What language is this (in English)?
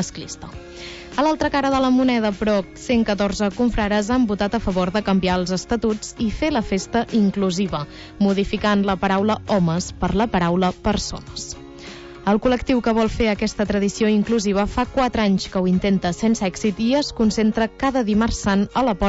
Catalan